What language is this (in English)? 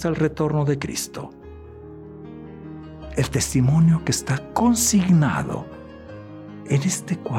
Spanish